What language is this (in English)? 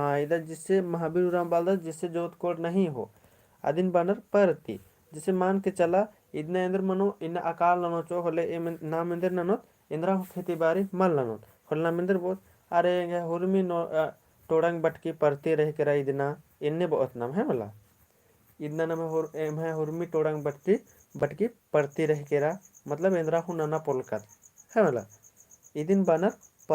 Kurukh